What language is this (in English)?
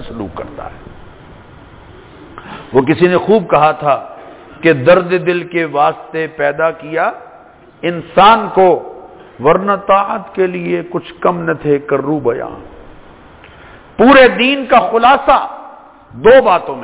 Urdu